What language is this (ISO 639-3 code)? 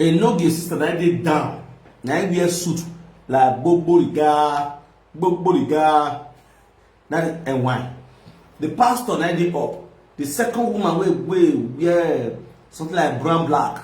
pcm